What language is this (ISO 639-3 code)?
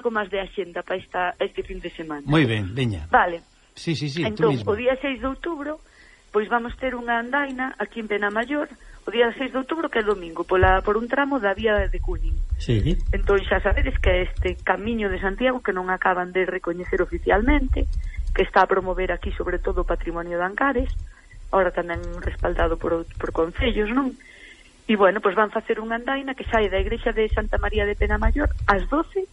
glg